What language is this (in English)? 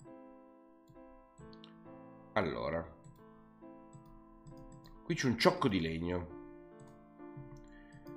Italian